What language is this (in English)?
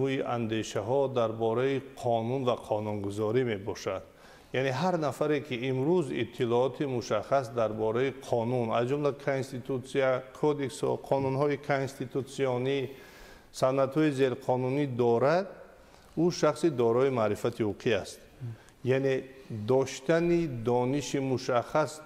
Tajik